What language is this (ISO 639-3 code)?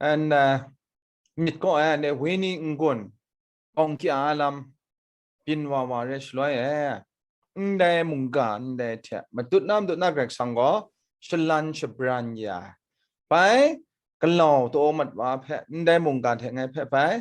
kac